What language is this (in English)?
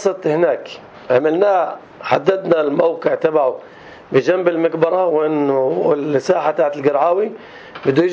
North Levantine Arabic